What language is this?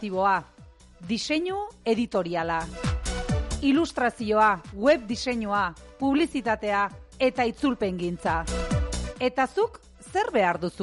Basque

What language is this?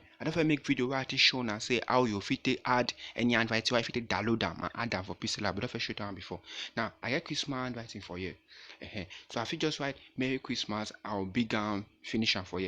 Nigerian Pidgin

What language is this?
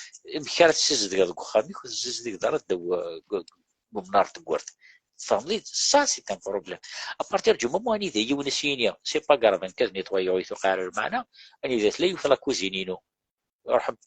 Kabyle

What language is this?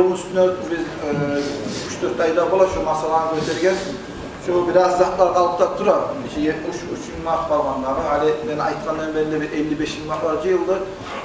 Kumyk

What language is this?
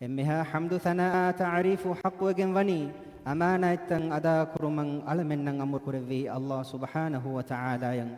Divehi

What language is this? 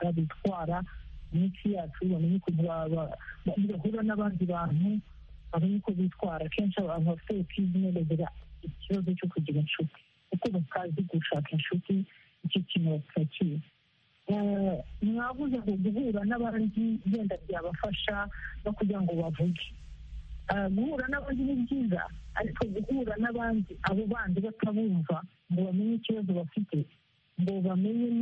Kinyarwanda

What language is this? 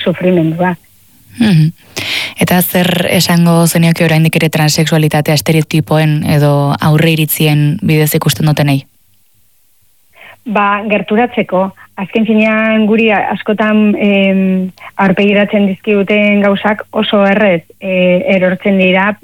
Basque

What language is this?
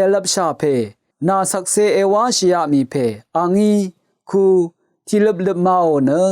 Rawang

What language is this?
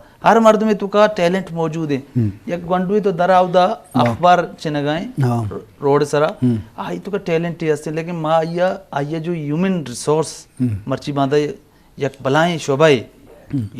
Eastern Balochi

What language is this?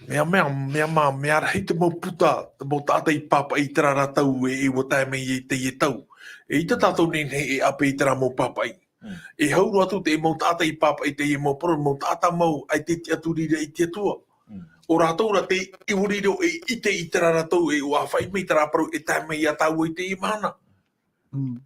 Tahitian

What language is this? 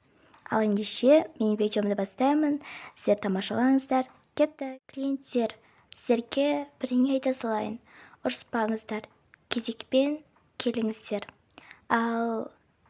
Kazakh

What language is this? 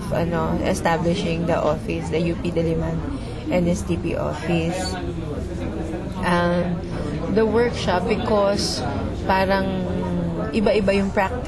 Filipino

